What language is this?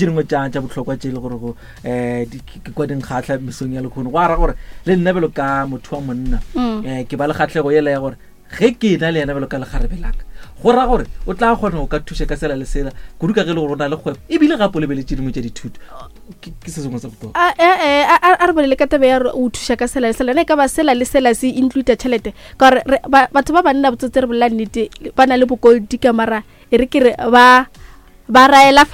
Northern Sotho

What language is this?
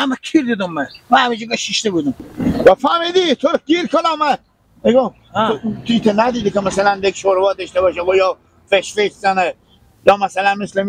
Persian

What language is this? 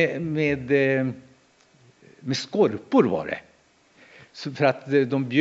Swedish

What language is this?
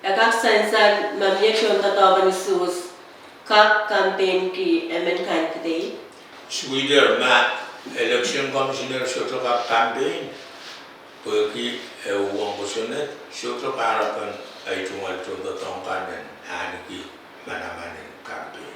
Pohnpeian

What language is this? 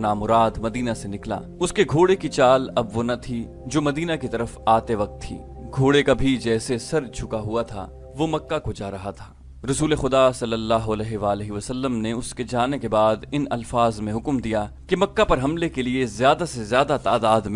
Urdu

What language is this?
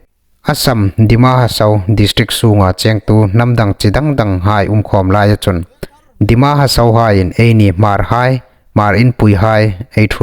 Hmar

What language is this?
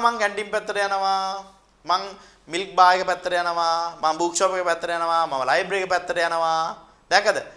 Sinhala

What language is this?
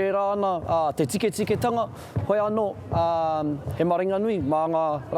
Māori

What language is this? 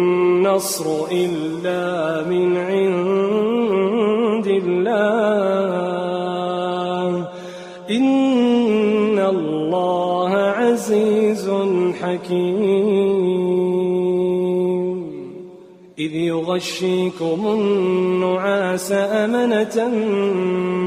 Arabic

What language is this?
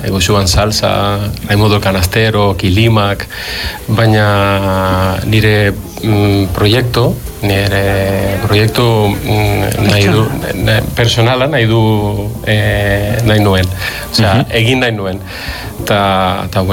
Basque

